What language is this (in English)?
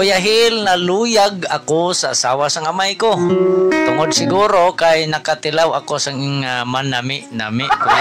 Hiligaynon